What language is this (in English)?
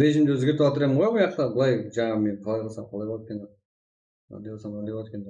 Kara-Kalpak